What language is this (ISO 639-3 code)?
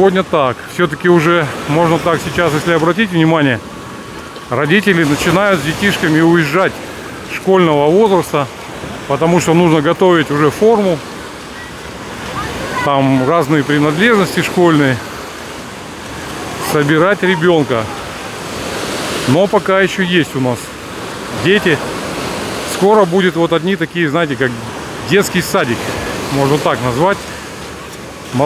rus